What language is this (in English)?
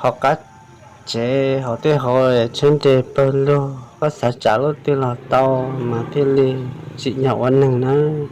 Hmong